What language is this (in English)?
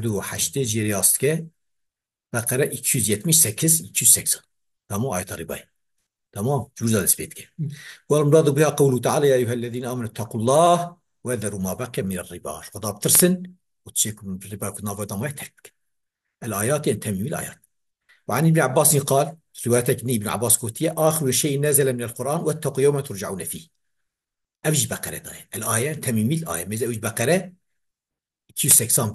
Kurdish